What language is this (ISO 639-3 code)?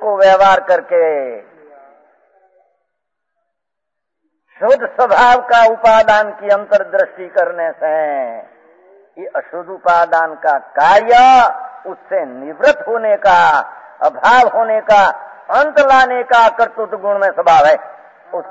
hin